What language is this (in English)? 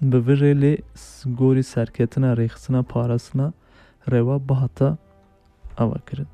Kurdish